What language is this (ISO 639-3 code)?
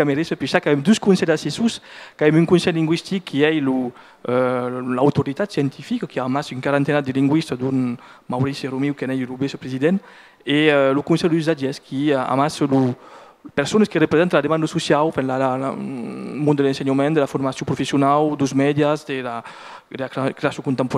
oci